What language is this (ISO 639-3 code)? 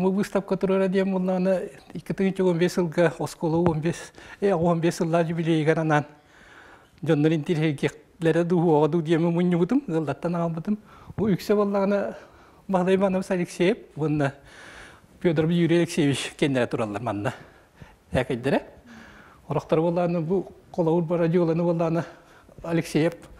sah